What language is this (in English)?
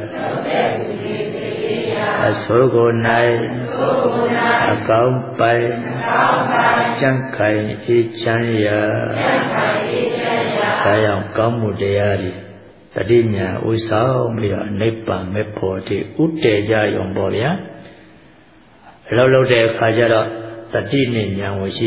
Burmese